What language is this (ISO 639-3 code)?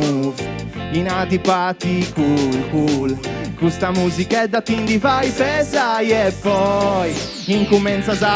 srd